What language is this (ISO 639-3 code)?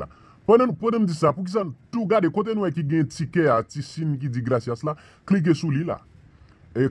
hat